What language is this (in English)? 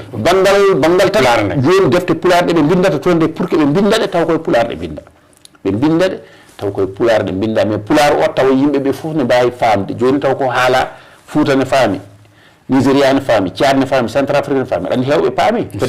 Fula